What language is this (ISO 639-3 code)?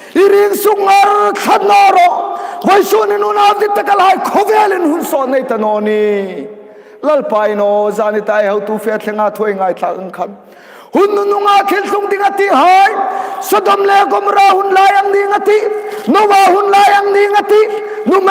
hmr